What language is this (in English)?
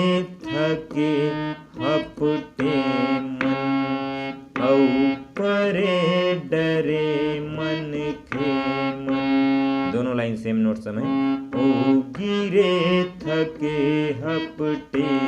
Chhattisgarhi